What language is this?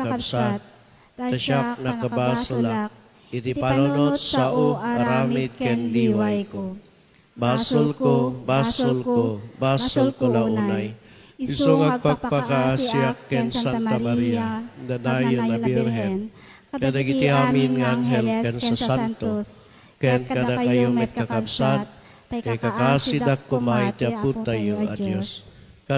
Iloko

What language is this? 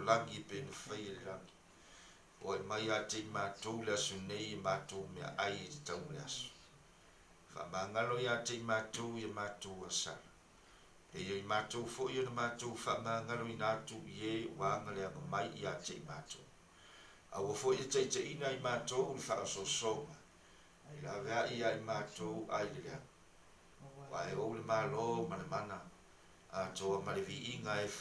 Samoan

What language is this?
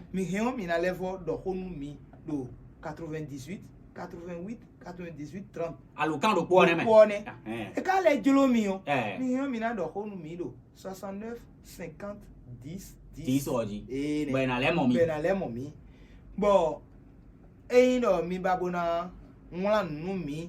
Fon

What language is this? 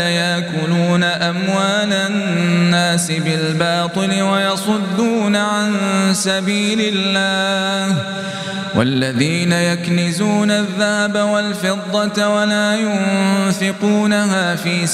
Arabic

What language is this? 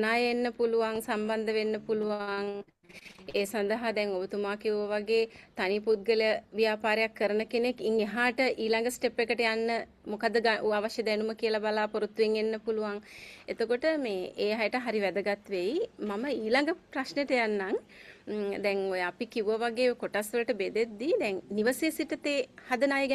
Sinhala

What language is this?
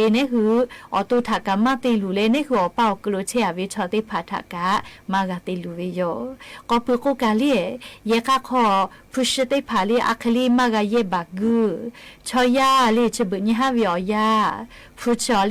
Lahu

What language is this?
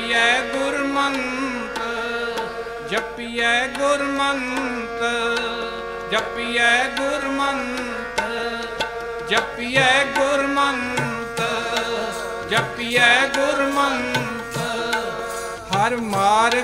Punjabi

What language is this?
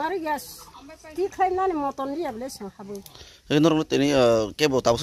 Kok Borok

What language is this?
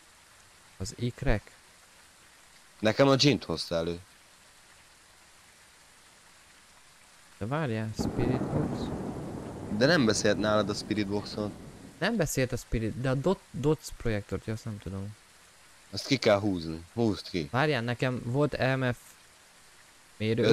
Hungarian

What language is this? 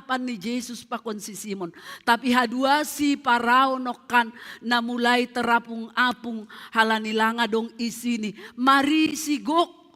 Batak Simalungun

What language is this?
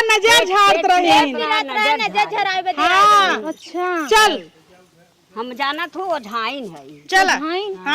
Awadhi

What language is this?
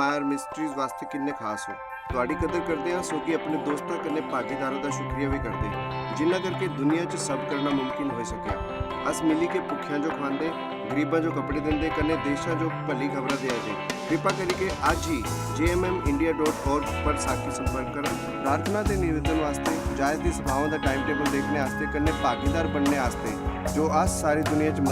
Dogri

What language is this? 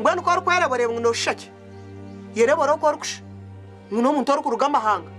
Nyankole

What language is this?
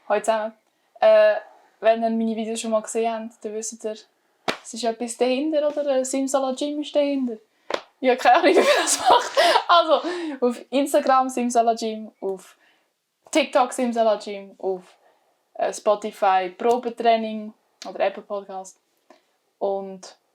Swiss German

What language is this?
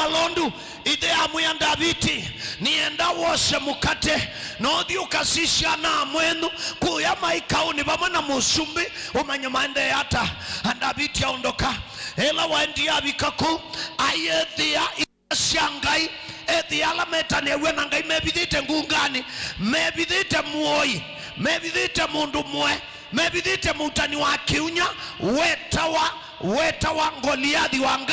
Kamba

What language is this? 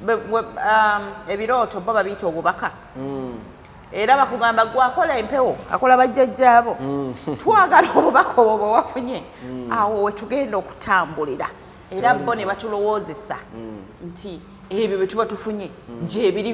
Ganda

